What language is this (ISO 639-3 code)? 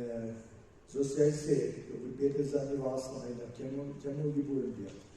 pdt